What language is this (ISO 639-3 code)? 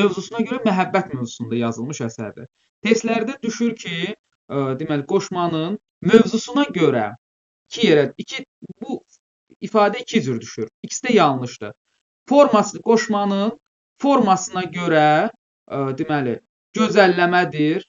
aze